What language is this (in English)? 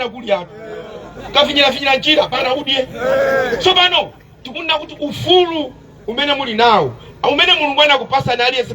Nyanja